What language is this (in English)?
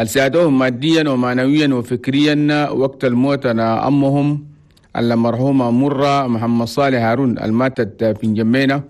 Chadian Arabic